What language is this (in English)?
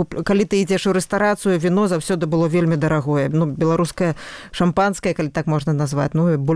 Belarusian